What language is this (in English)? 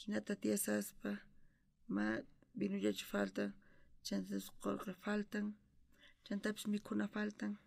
South Bolivian Quechua